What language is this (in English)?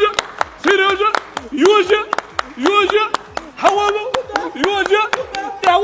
Chechen